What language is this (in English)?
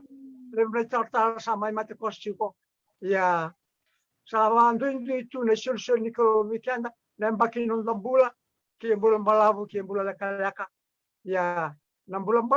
Fijian